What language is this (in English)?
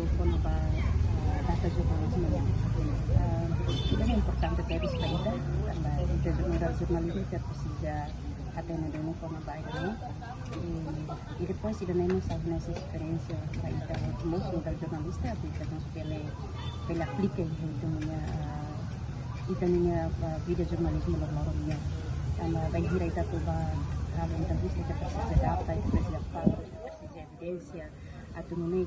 Tetum